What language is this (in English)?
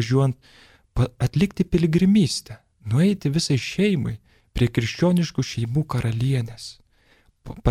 Lithuanian